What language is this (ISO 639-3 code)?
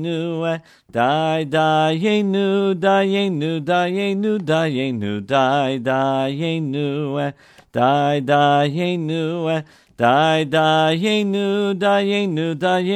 heb